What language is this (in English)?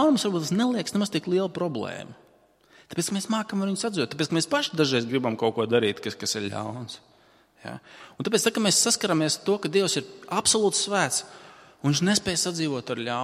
Latvian